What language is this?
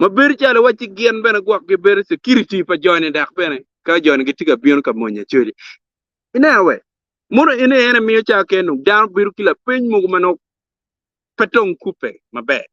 Acoli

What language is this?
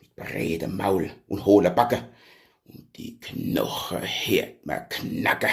Palatine German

